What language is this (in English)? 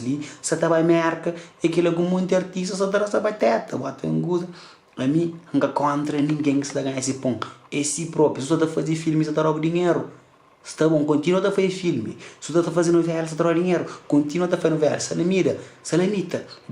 Kabuverdianu